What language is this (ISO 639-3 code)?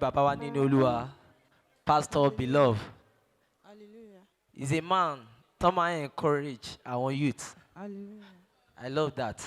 yor